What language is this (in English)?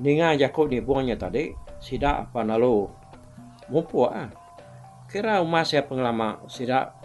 Iban